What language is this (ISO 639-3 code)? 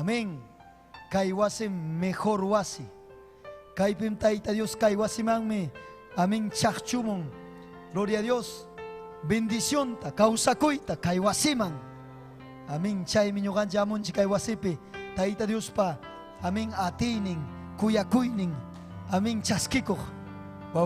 quy